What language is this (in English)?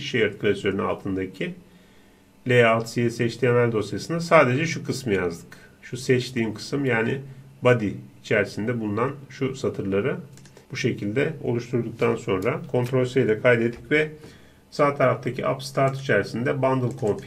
Turkish